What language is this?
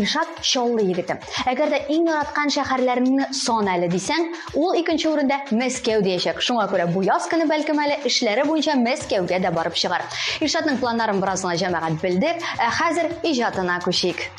Tatar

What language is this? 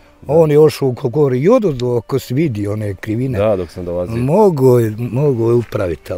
Bosnian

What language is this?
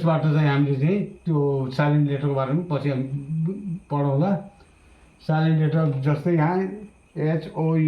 Nepali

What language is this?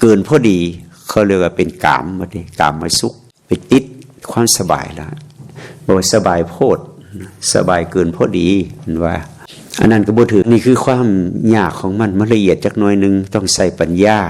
Lao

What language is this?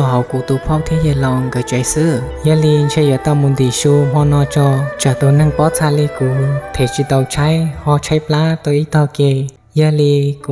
Hmong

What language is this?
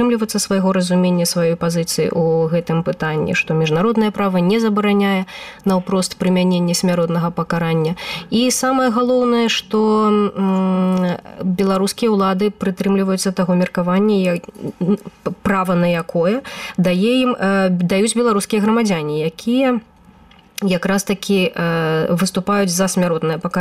Belarusian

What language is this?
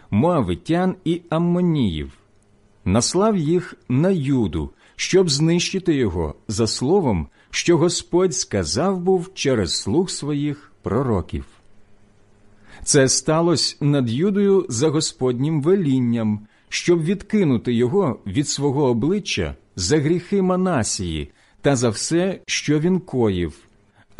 Ukrainian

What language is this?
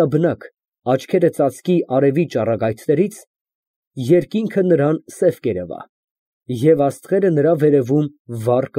Armenian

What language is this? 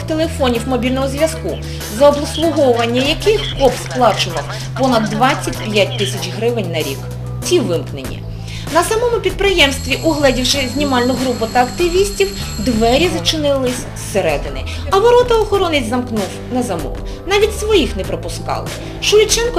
Ukrainian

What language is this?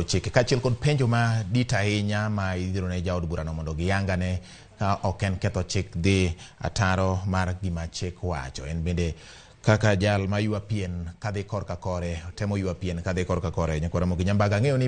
Luo (Kenya and Tanzania)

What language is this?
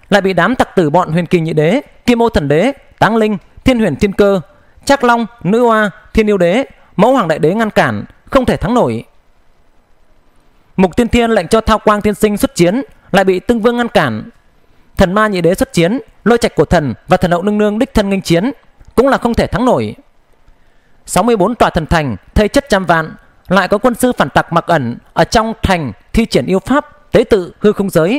Vietnamese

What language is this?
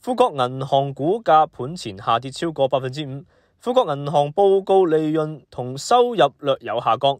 Cantonese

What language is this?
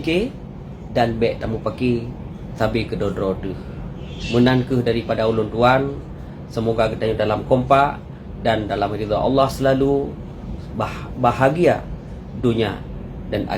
Achinese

